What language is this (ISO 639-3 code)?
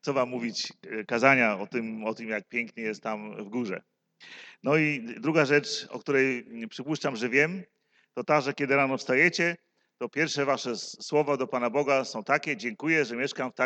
pol